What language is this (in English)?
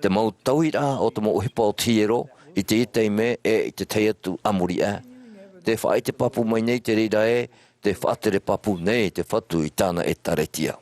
Tahitian